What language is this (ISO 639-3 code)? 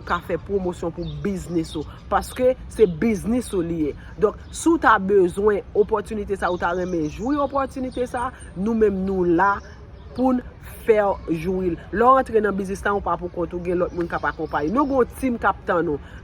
hat